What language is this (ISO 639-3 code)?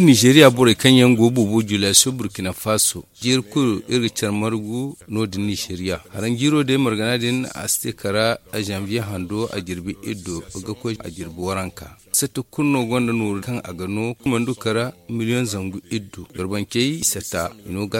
dje